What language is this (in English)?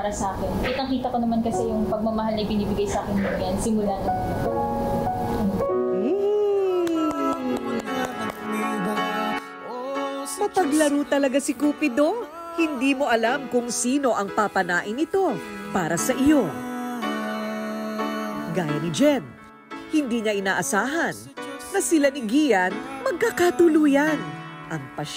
Filipino